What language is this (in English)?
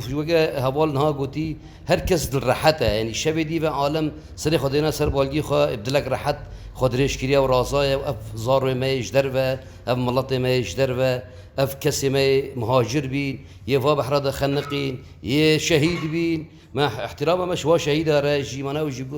Kurdish